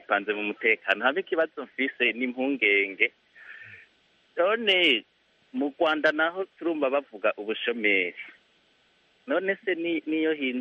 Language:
Kinyarwanda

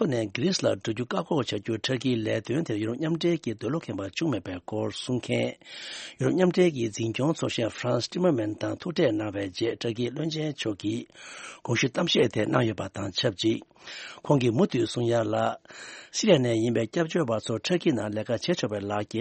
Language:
Tibetan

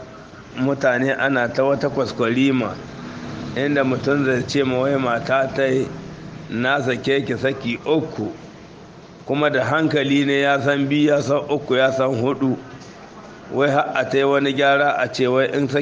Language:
Hausa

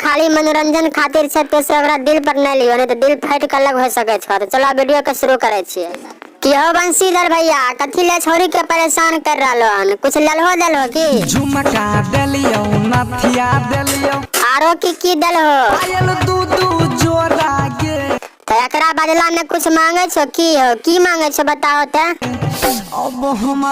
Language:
Maithili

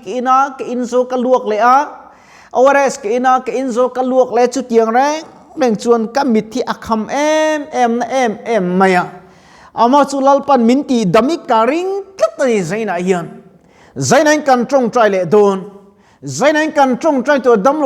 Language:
Mizo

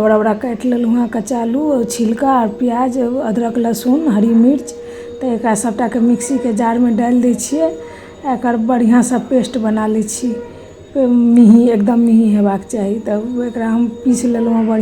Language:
Maithili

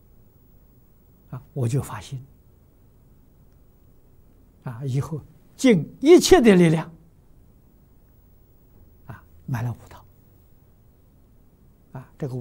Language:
Chinese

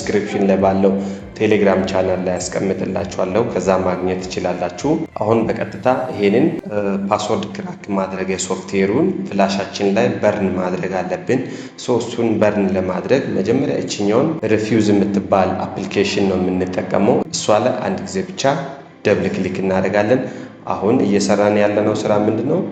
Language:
Amharic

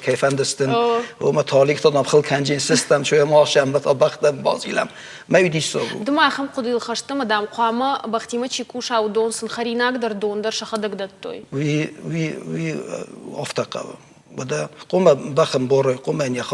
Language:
Ossetic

